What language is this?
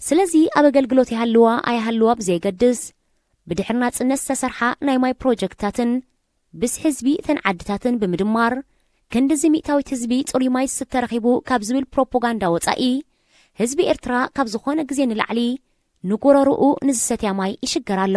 Tigrinya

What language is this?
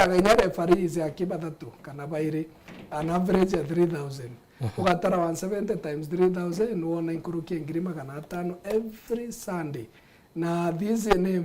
Meru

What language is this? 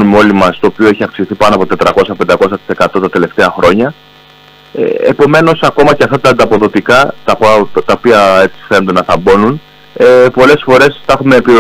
Greek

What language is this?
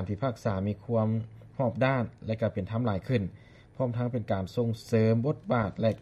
Lao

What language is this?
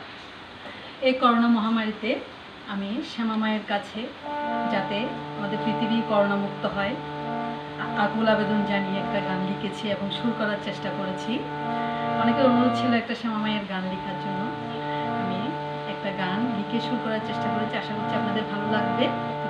Bangla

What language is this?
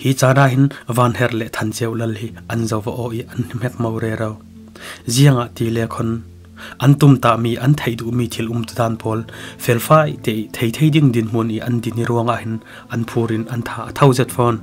Falam Chin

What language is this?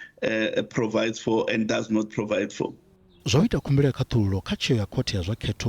Venda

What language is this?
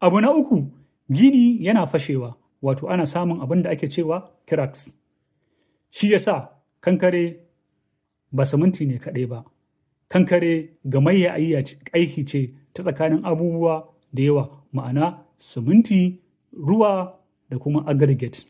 Hausa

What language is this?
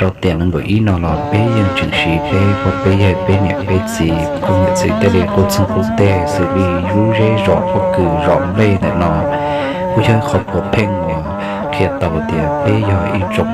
Hmong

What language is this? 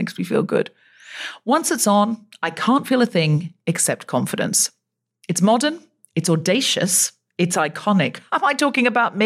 English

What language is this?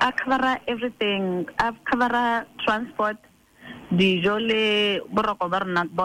Tswana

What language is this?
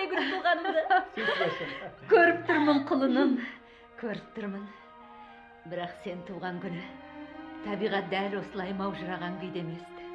Kazakh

